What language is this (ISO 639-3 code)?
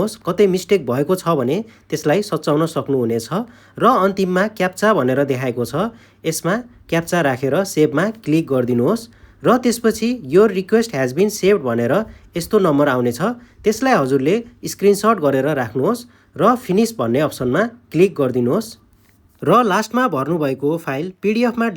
nep